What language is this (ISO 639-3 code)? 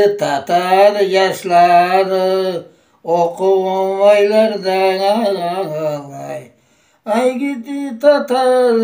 crh